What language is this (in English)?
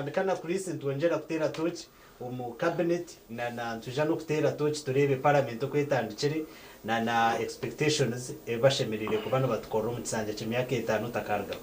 Nyankole